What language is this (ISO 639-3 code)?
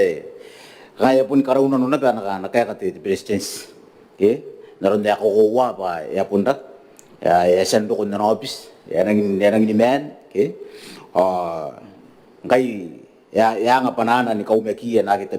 gil